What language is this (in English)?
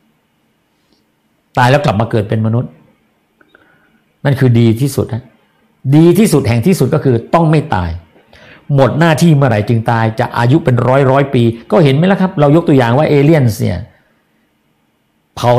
Thai